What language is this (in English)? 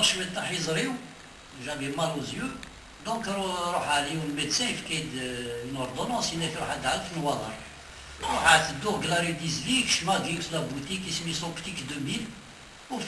Kabyle